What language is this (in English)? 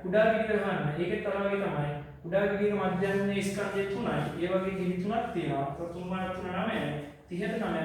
Sinhala